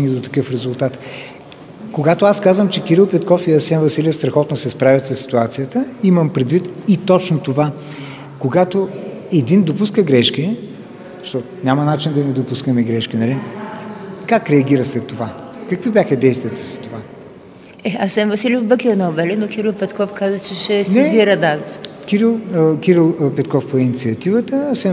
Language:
Bulgarian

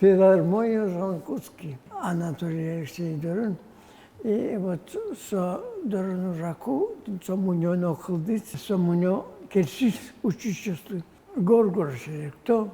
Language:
Udmurt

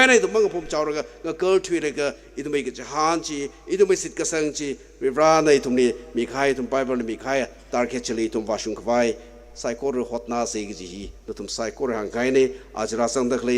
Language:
Tangkhul Naga (India)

